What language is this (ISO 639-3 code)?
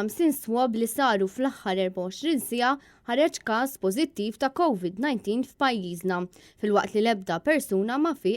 mlt